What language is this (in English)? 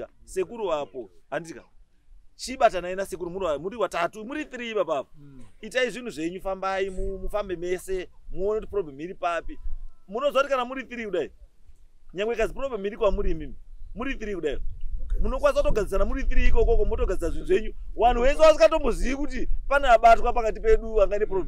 Shona